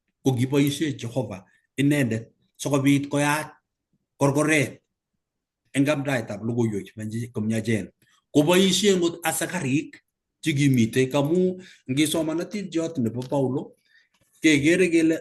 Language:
Kalenjin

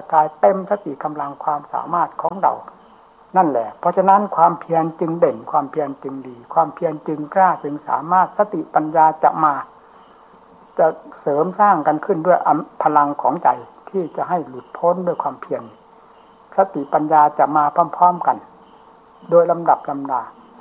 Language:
Thai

